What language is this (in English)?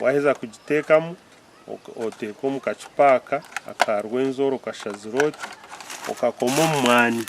Nyankole